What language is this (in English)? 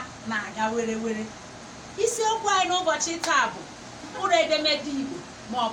Igbo